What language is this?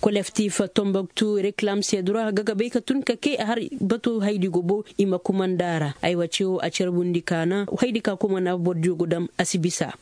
Koyraboro Senni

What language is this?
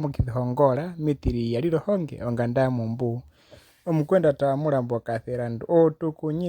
Herero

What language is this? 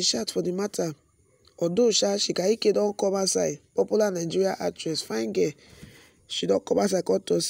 Nigerian Pidgin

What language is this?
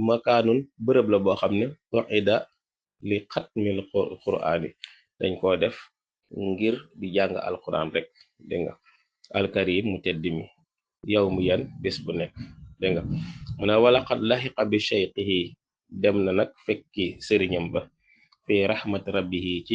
Wolof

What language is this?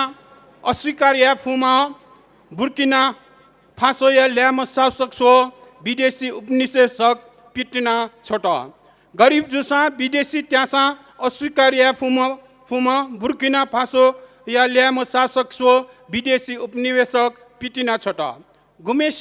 Newari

